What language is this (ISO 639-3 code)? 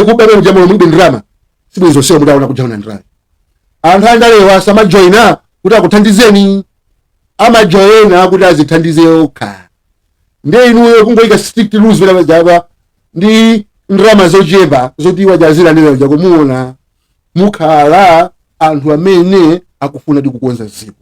nya